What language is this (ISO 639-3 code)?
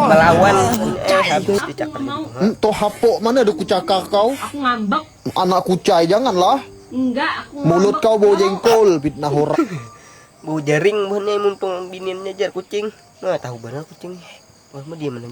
bjn